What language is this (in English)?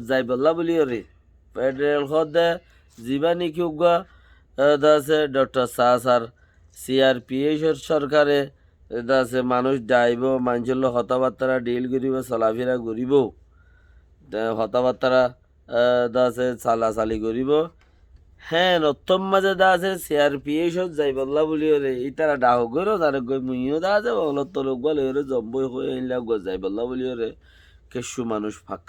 Rohingya